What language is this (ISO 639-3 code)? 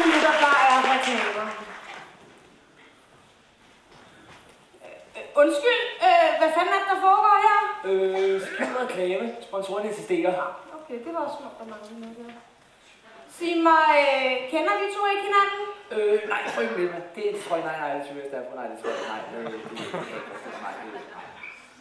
dan